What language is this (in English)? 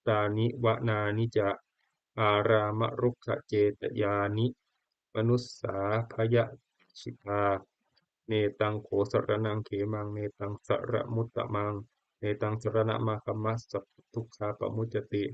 Pali